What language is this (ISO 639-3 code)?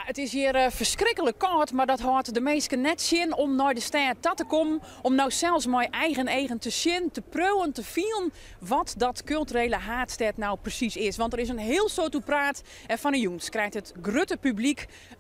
fry